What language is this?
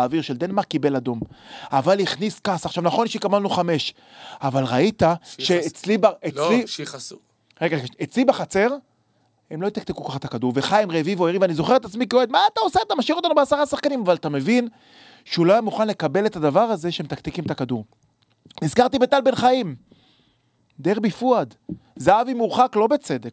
Hebrew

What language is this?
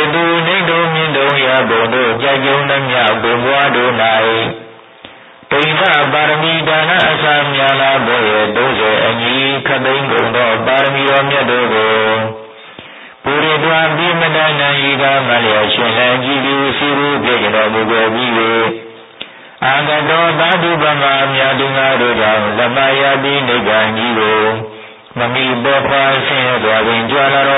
Burmese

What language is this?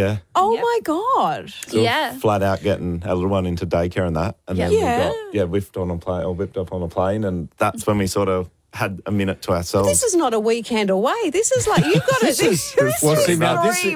English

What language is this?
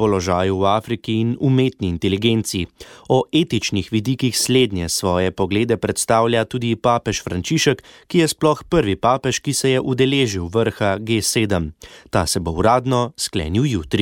Slovenian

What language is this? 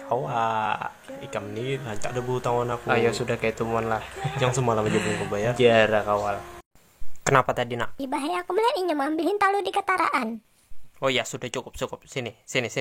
Banjar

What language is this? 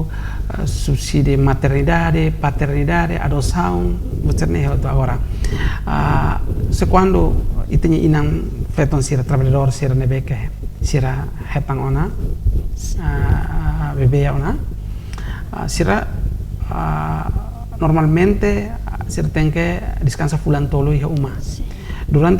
Tetum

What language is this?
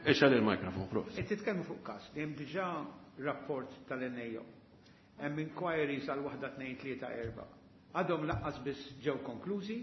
Maltese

